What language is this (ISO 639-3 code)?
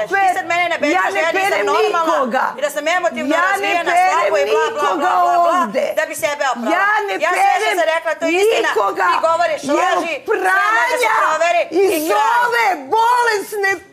srp